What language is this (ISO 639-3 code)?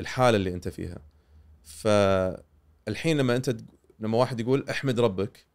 afb